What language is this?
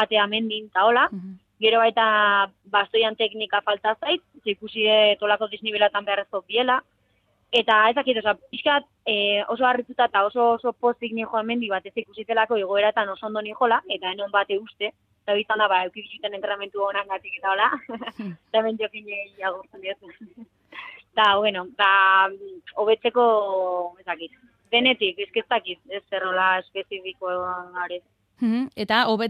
Basque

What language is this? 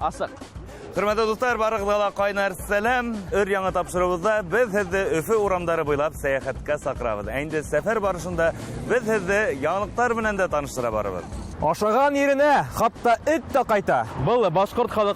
Bashkir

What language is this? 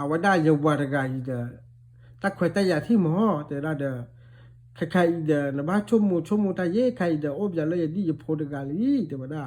S'gaw Karen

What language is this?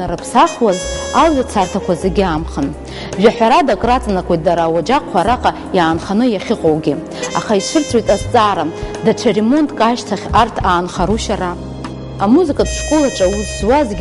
Abkhazian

